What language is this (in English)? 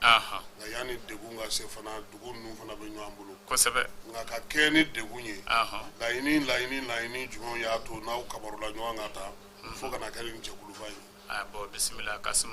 Bambara